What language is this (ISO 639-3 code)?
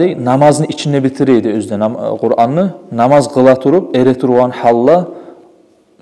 kum